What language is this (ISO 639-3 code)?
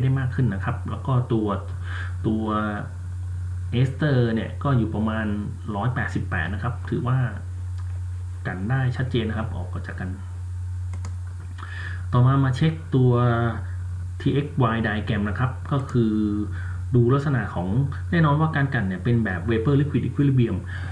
tha